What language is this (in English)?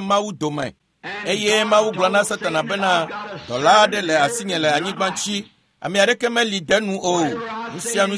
Ewe